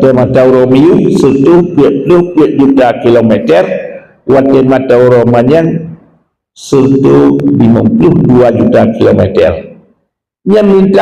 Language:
Achinese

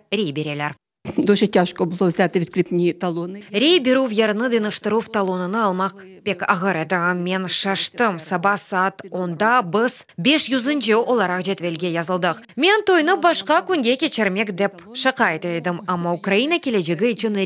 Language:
Crimean Tatar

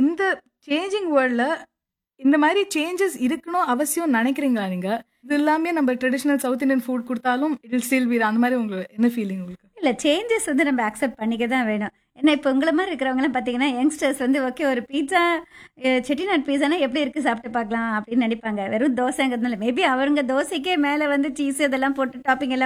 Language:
Tamil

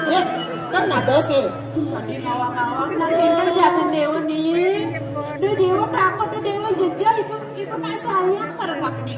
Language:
Balinese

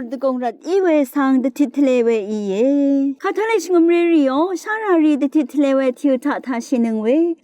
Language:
Rawang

